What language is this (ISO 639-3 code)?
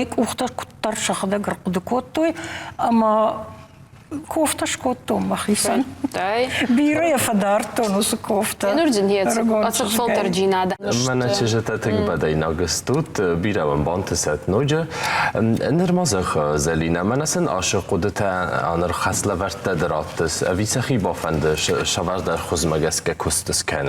oss